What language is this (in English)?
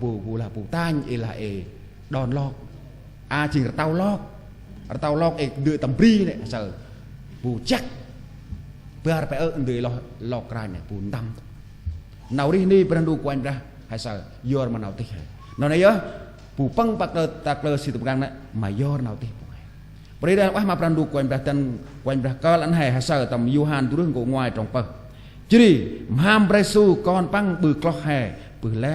Central Mnong